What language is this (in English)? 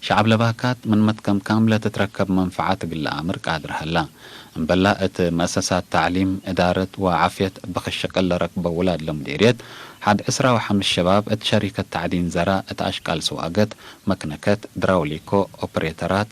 Tigre